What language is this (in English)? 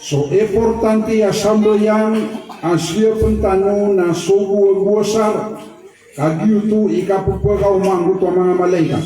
Maranao